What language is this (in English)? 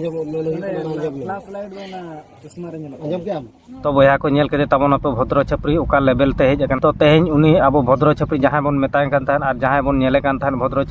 Santali